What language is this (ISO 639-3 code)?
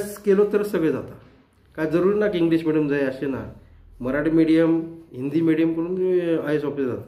kok